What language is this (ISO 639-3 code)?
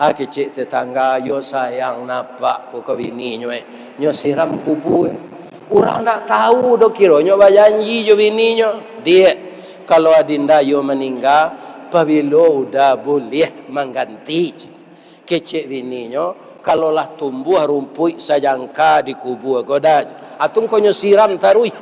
min